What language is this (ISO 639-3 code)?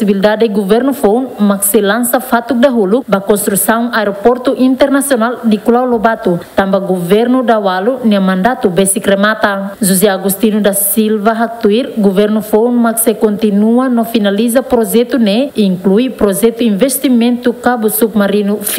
tet